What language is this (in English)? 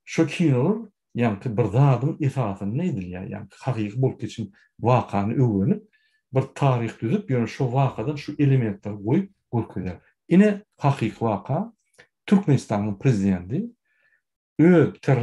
Turkmen